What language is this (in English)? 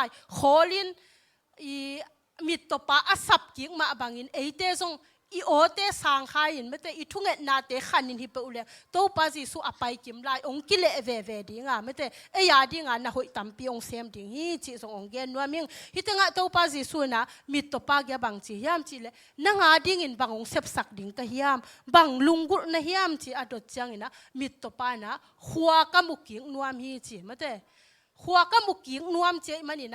Tedim Chin